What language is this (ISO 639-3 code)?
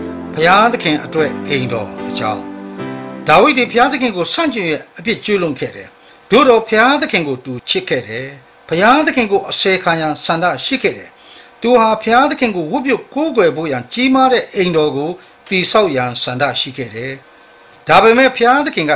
mya